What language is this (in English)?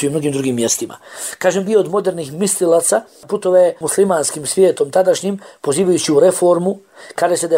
Bosnian